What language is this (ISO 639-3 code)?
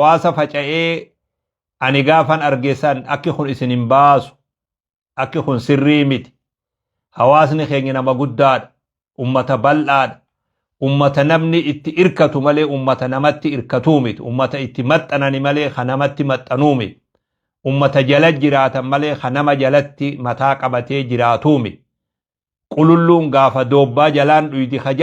orm